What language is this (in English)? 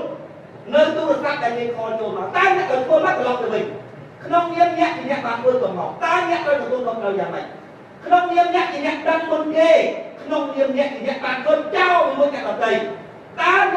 Khmer